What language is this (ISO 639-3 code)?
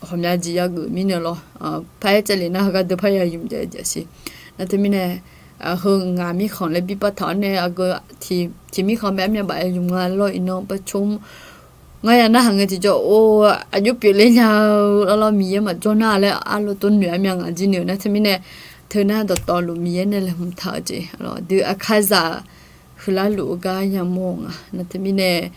ahk